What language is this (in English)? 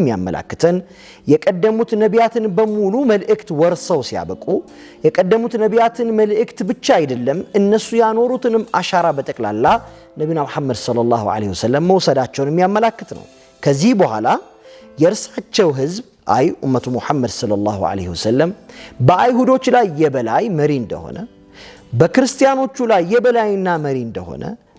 Amharic